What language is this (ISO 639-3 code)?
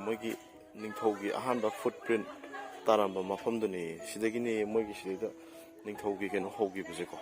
mni